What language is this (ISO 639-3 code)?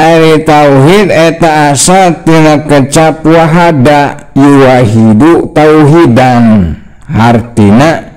sun